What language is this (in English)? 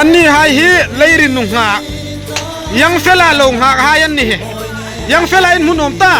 Hmar